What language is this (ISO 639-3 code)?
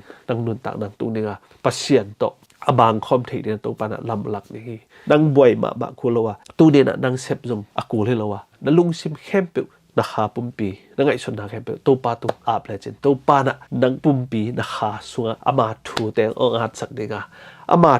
ctd